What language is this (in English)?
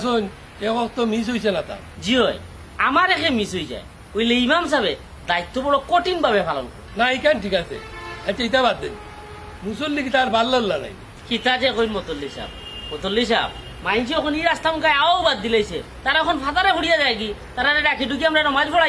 Sylheti